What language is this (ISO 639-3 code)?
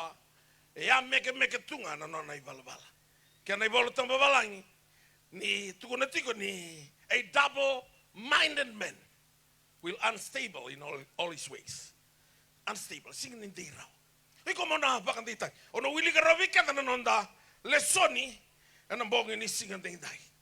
fij